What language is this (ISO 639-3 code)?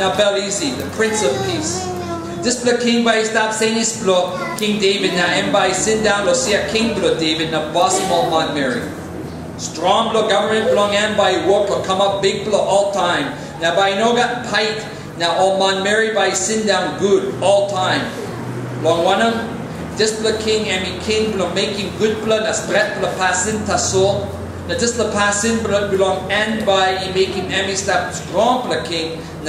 tpi